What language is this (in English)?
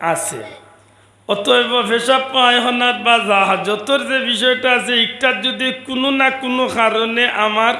Sylheti